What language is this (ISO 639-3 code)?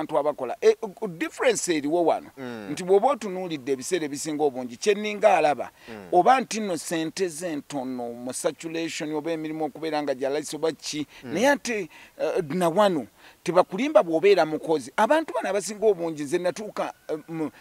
lug